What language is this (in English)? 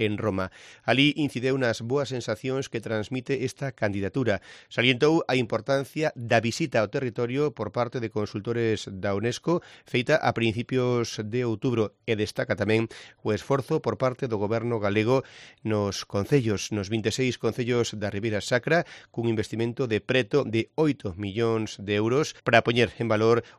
Galician